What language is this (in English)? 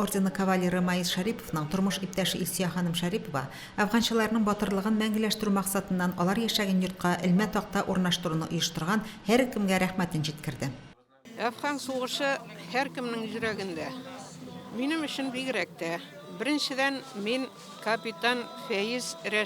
Tatar